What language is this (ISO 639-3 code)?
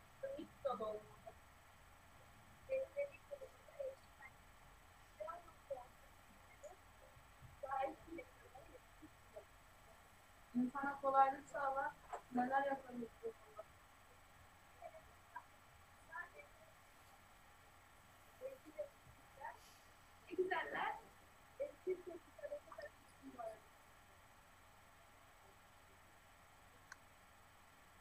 tur